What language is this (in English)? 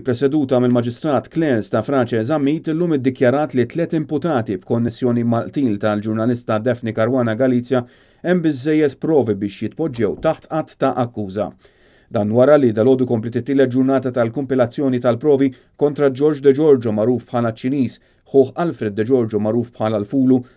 Maltese